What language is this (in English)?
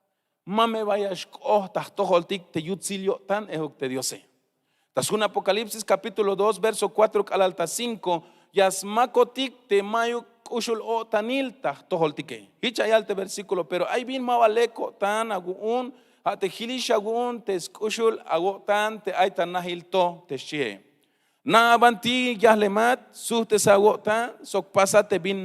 Tzeltal